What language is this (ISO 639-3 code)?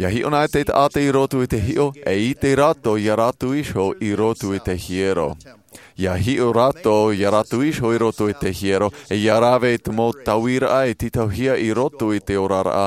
tah